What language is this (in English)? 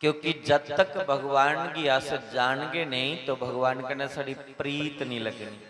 Dogri